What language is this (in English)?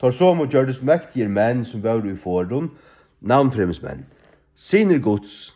Faroese